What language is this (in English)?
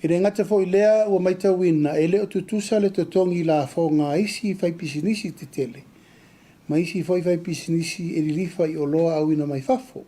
Samoan